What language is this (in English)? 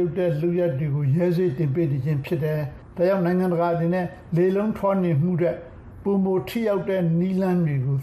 Burmese